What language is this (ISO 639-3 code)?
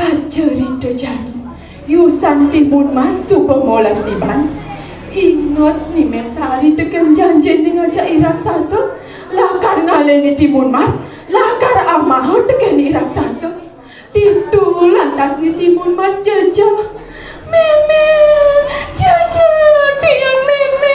ban